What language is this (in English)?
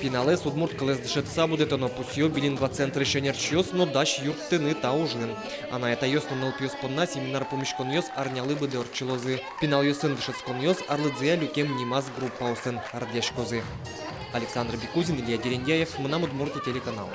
Udmurt